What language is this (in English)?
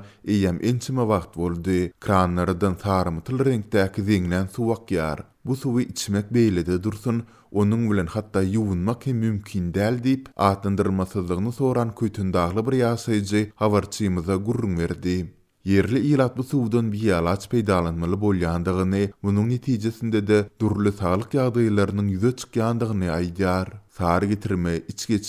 Turkmen